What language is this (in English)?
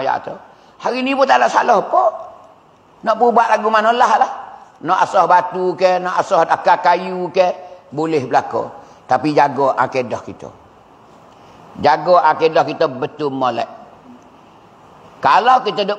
Pattani Malay